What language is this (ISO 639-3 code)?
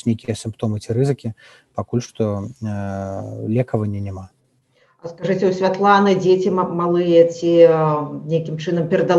bel